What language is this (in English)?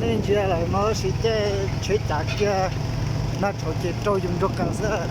Hmong